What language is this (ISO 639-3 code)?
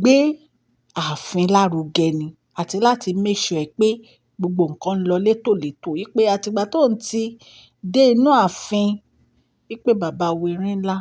yor